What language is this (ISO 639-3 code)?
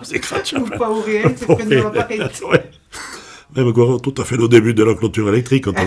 oci